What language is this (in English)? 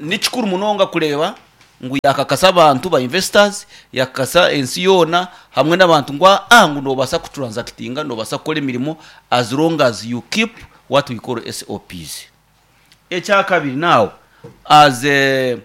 Nyoro